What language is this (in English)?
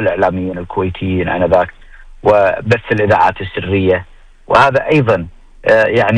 Gulf Arabic